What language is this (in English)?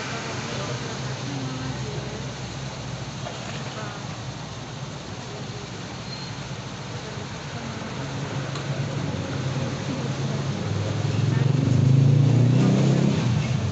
Filipino